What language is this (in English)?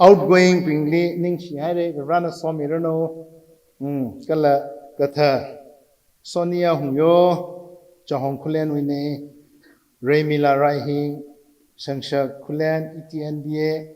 Tangkhul Naga (India)